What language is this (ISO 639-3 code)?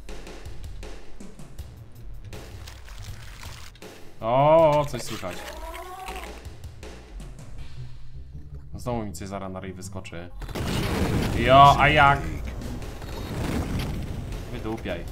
pol